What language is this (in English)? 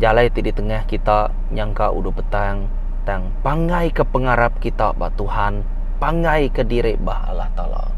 Iban